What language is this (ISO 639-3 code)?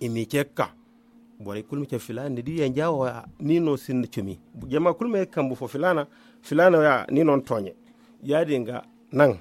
dje